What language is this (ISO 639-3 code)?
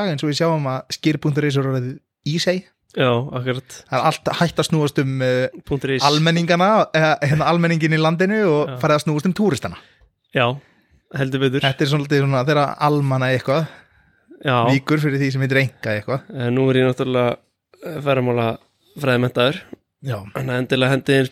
isl